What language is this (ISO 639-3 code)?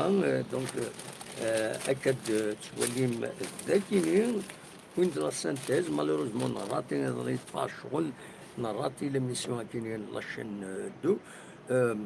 kab